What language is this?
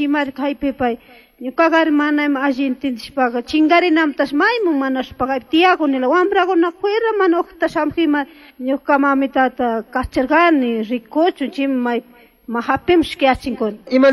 Chimborazo Highland Quichua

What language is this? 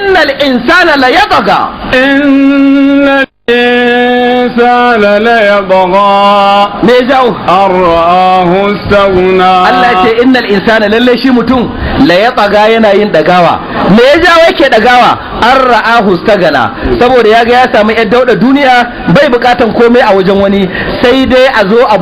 Hausa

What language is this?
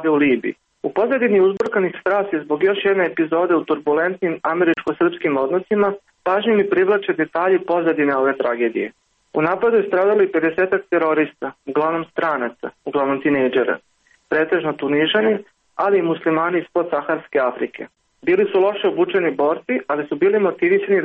Serbian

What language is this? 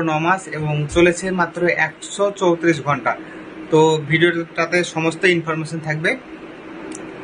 Bangla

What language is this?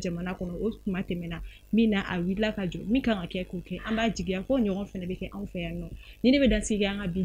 Bambara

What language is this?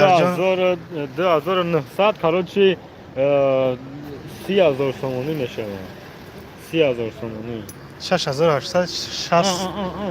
Tajik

